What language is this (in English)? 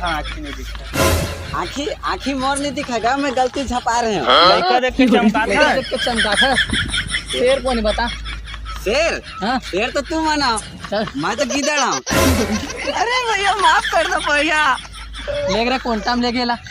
Chhattisgarhi